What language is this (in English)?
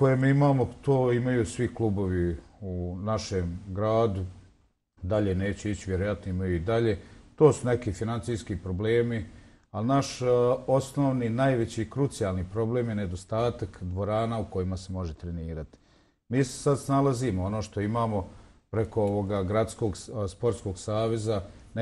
Bosnian